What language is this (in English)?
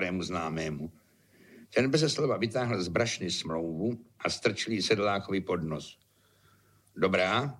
Czech